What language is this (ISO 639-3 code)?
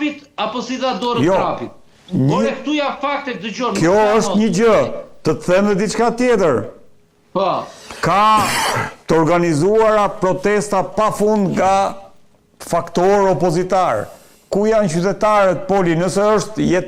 sqi